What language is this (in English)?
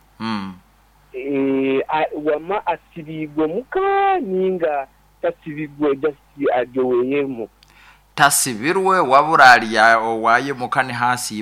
Nyoro